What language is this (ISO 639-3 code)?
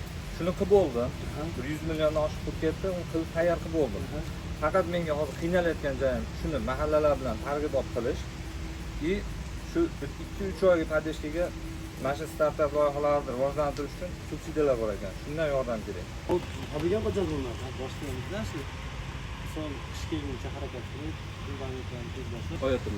uzb